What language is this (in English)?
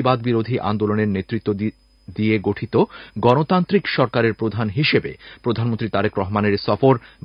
Bangla